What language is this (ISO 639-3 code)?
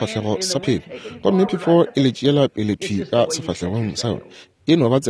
nso